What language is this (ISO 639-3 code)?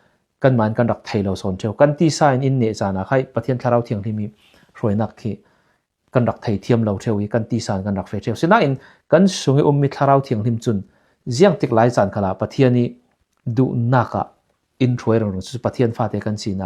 cfm